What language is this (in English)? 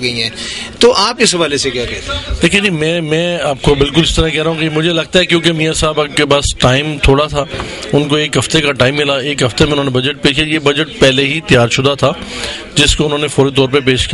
Urdu